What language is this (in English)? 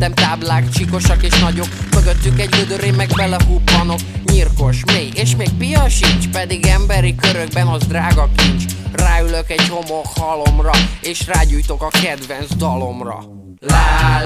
Hungarian